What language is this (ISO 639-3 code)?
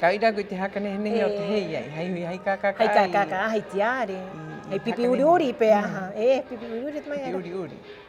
rap